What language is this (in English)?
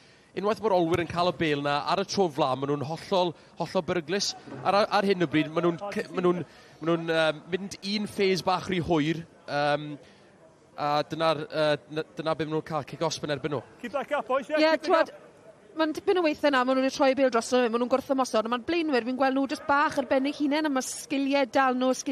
Welsh